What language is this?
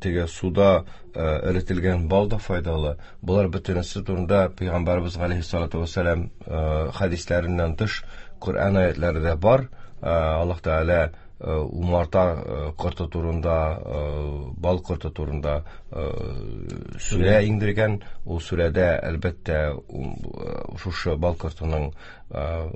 Tatar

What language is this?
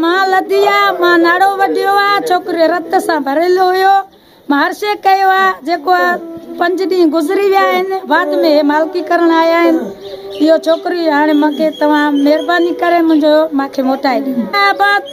Sindhi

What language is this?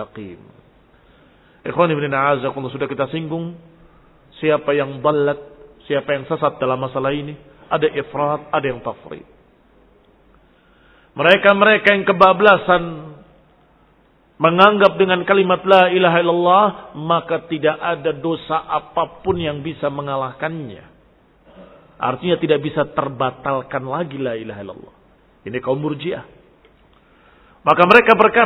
Indonesian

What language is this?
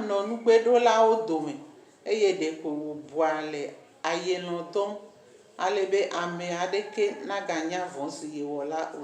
Ewe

